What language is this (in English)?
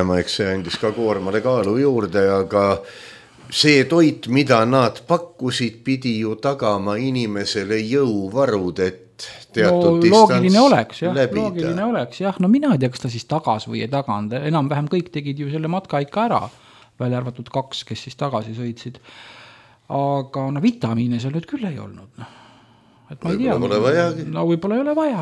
Estonian